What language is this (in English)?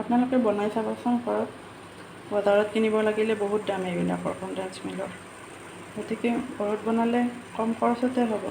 Assamese